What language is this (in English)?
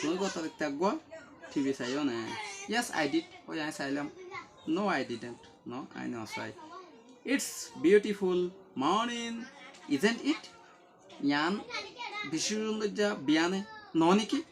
Rohingya